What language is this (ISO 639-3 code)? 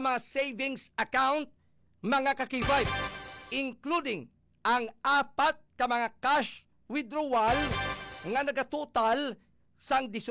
hil